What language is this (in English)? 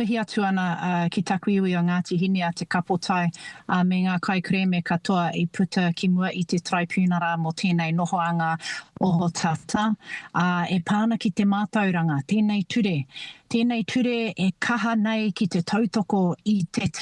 Māori